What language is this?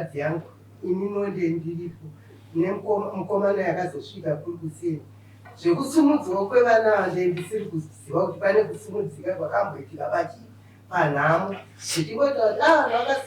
Shona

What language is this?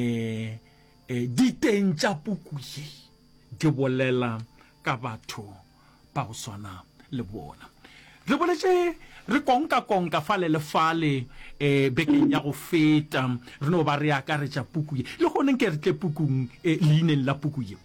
Northern Sotho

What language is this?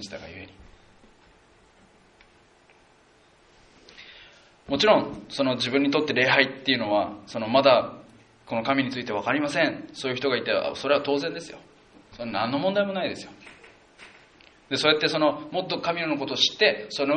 Japanese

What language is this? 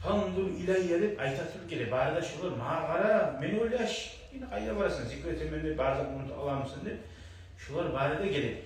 Kumyk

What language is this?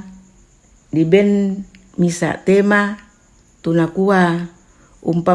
Toraja-Sa'dan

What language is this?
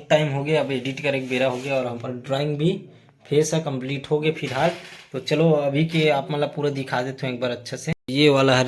Chhattisgarhi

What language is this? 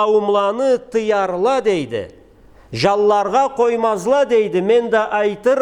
Karachay-Balkar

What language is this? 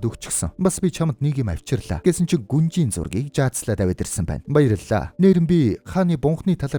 Mongolian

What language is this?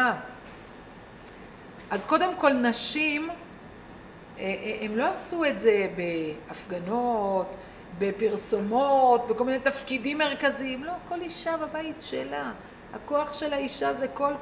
Hebrew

